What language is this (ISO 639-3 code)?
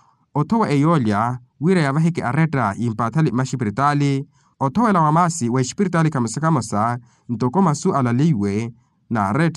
vmw